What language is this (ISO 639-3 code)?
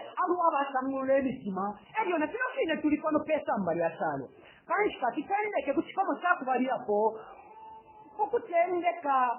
bem